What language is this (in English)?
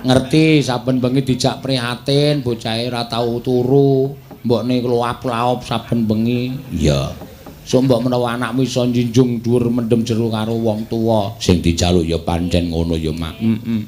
Javanese